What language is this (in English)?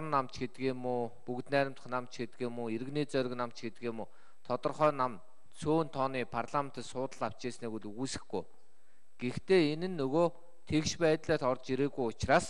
Mongolian